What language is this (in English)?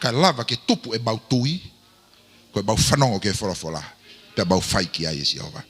Tongan